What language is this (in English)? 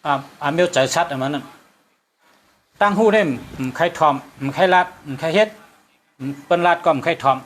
Shan